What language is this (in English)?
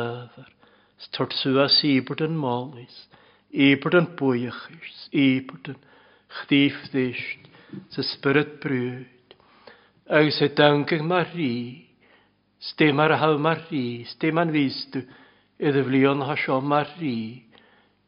Welsh